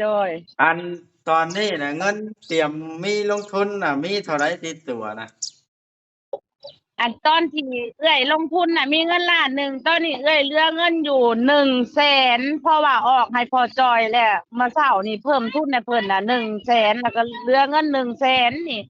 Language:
Northeastern Thai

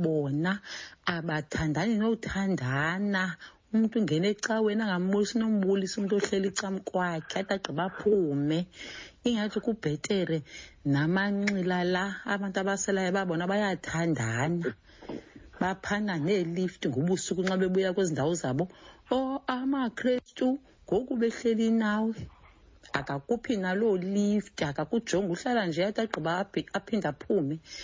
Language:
Xhosa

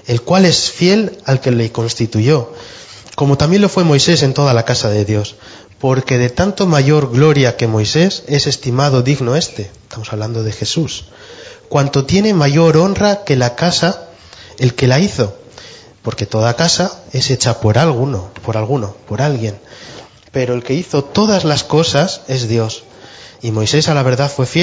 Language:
Spanish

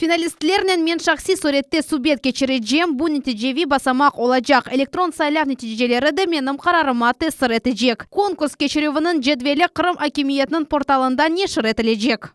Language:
Crimean Tatar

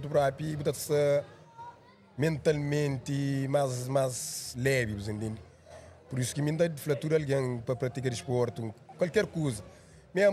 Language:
Kabuverdianu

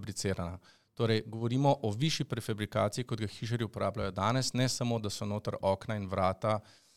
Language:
Slovenian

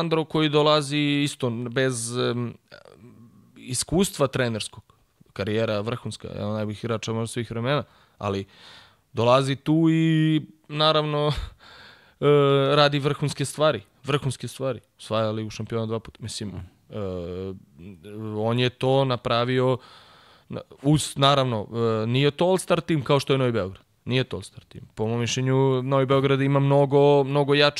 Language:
Serbian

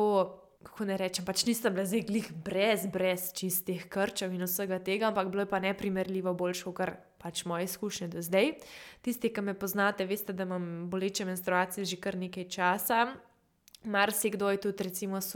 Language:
Slovenian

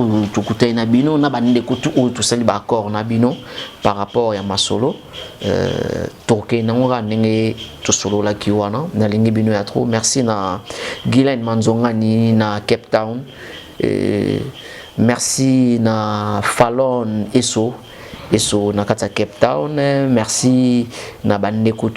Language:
Lingala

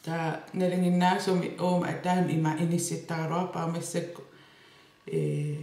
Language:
Kalaallisut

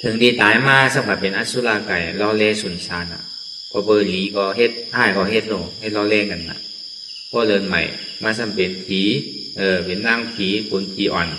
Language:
Shan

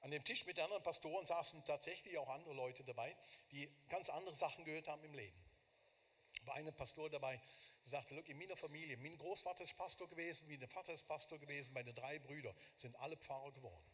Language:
Swiss German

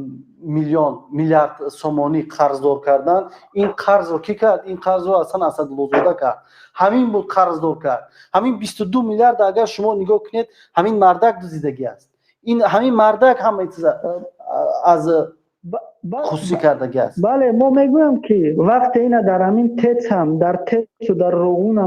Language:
Tajik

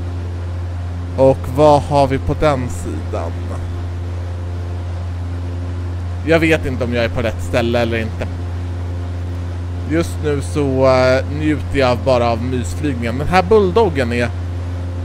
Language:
Swedish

